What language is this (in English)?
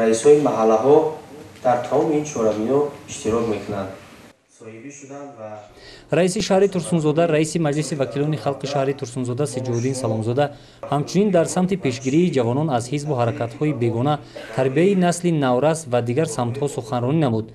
Tajik